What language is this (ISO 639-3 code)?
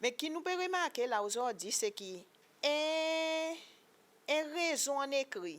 crs